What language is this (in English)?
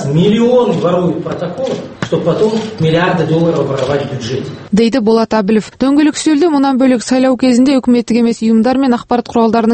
Kazakh